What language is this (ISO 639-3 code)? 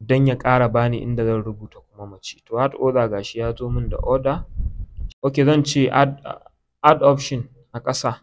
hau